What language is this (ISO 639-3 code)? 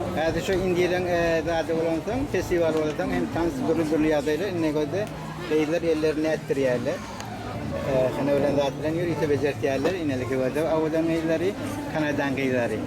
tuk